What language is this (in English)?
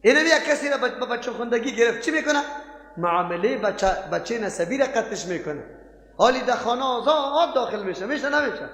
Persian